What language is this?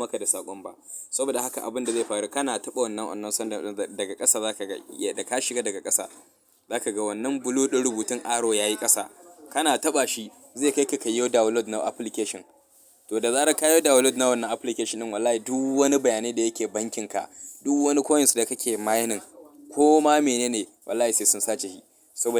Hausa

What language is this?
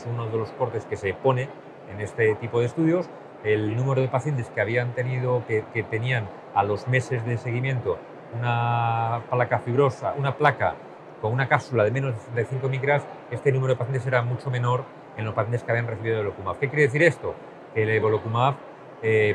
Spanish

